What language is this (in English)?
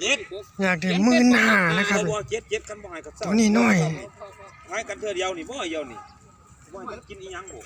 Northeastern Thai